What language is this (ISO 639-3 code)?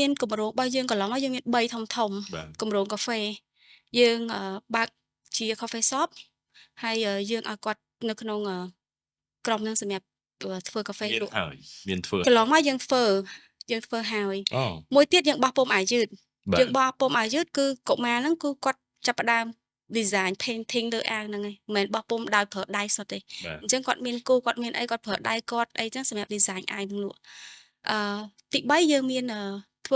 khm